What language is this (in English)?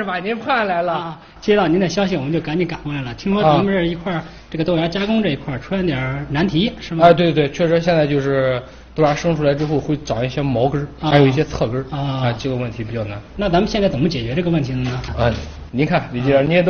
Chinese